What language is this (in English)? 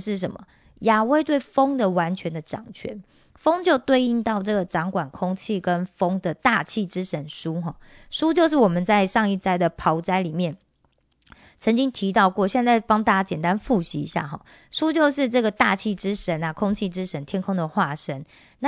Chinese